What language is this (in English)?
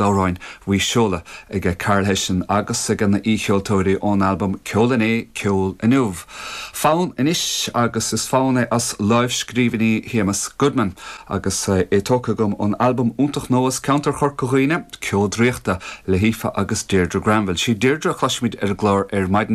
Irish